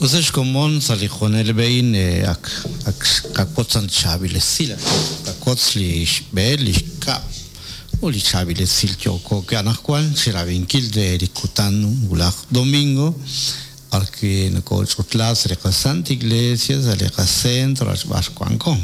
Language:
Kekchí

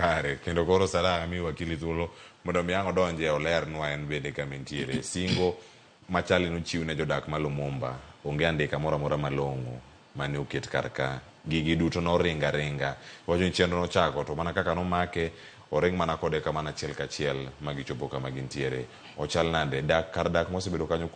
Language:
Luo (Kenya and Tanzania)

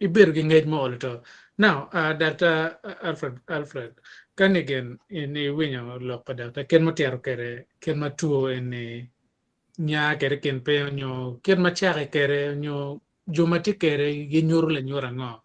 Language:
Acoli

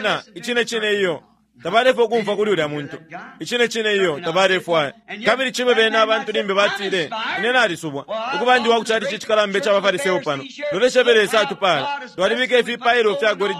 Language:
Bemba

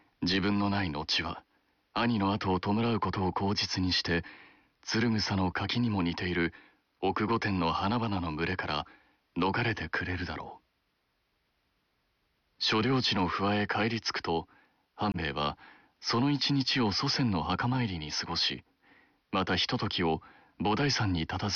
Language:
Japanese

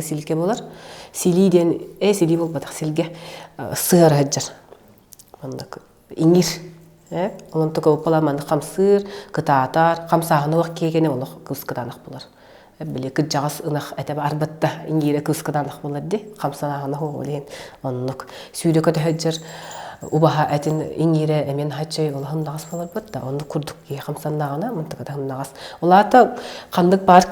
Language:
Yakut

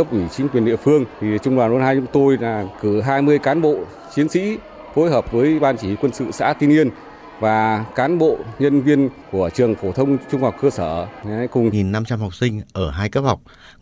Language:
Vietnamese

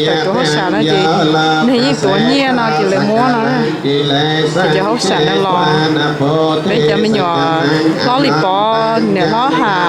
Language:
Hmong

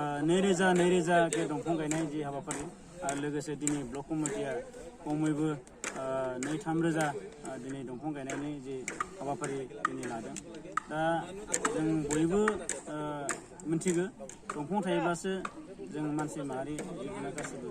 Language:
Bodo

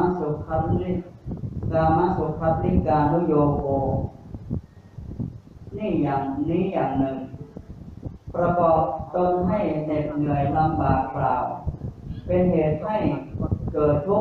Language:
Thai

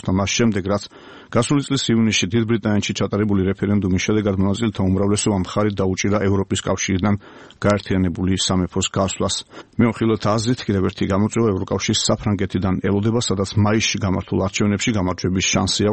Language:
Georgian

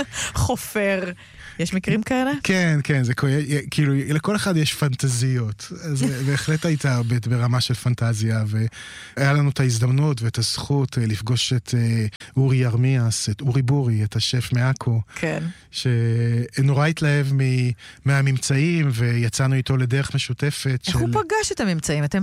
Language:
Hebrew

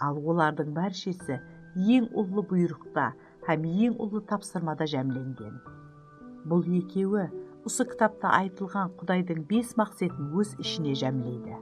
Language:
Kara-Kalpak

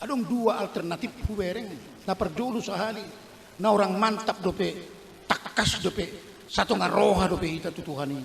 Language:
Batak Toba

